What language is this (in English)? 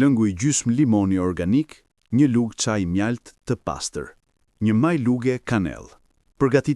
Albanian